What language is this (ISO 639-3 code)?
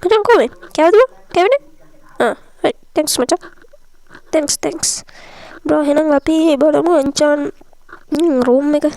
sin